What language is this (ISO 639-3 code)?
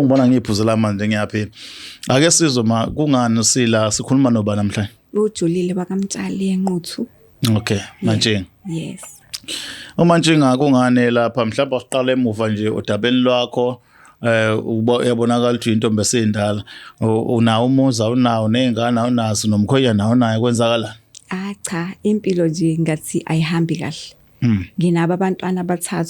zul